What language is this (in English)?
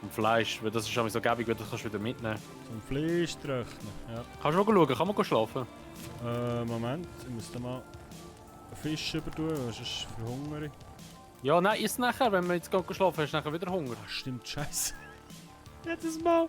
Swiss German